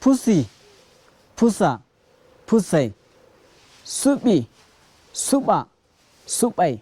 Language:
Fula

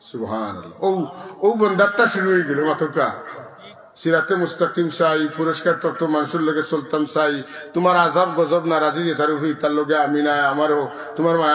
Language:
Sylheti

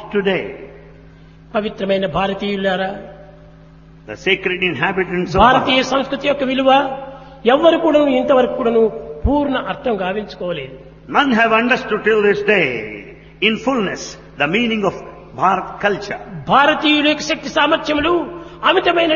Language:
Telugu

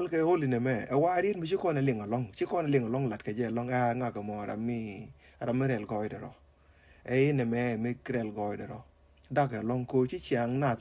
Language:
Nuer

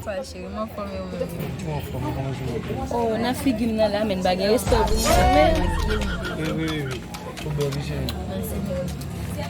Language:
Haitian Creole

